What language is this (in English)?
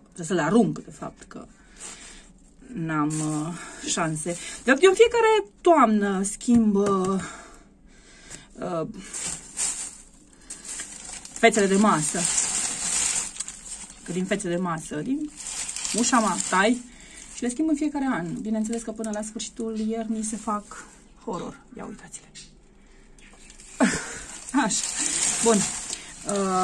Romanian